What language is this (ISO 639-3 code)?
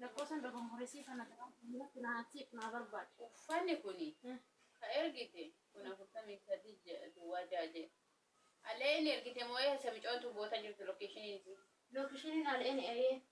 orm